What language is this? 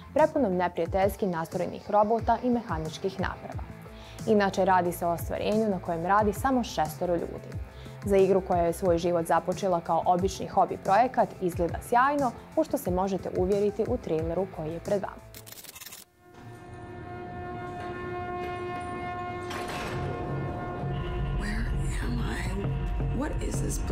Bosnian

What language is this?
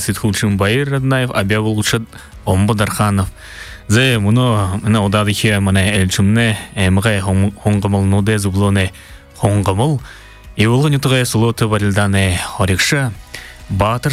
Buriat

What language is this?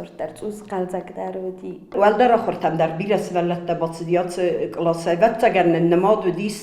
Ossetic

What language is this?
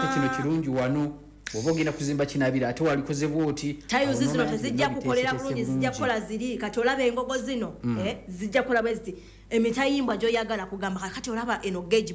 Ganda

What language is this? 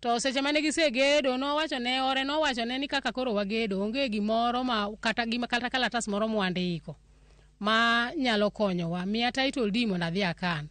Luo (Kenya and Tanzania)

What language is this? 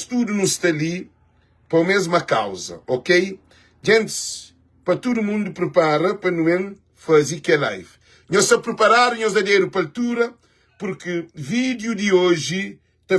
Kabuverdianu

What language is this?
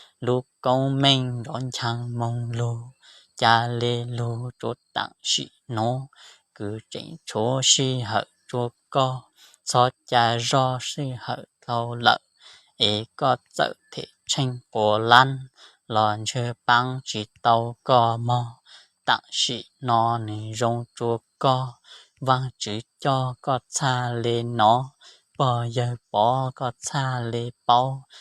Hmong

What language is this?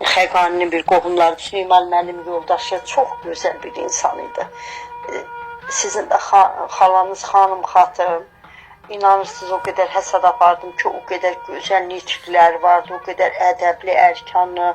Azerbaijani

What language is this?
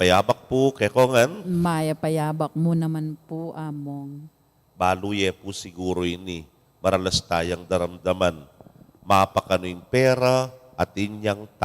Pampanga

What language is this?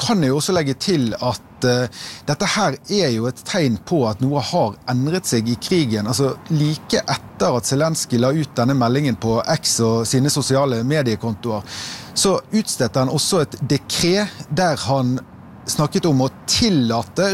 Norwegian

